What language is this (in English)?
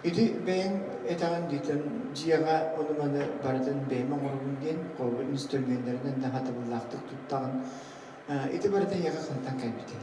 Yakut